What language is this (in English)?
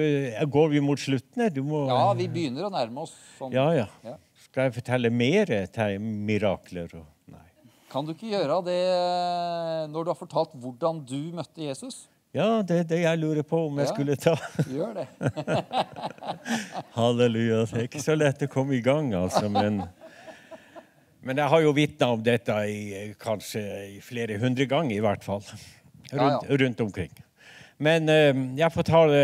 Norwegian